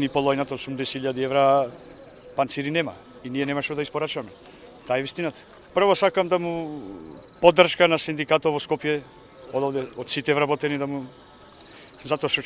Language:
Macedonian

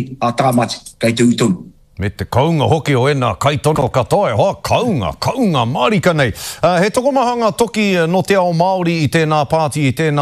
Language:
Māori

